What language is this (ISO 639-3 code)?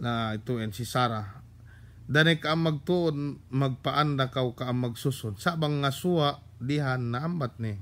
yka